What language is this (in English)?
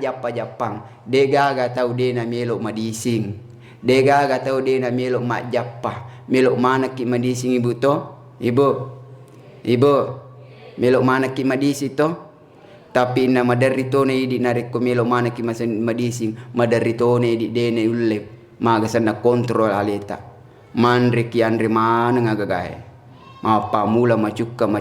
Buginese